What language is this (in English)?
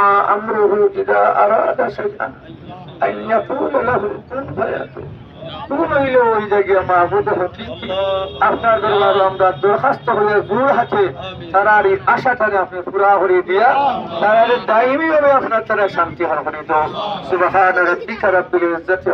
Sylheti